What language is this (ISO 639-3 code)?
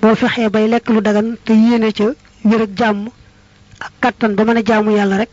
wol